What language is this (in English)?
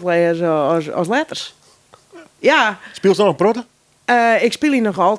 Western Frisian